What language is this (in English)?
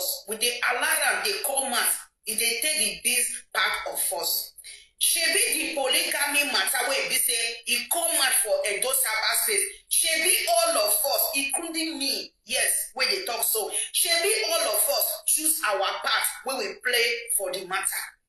Nigerian Pidgin